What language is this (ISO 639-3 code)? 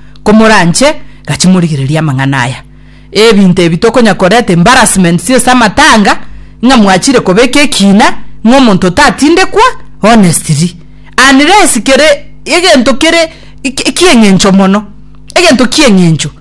guz